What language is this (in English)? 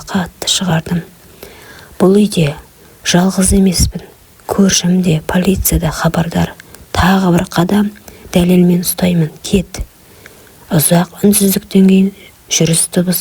Kazakh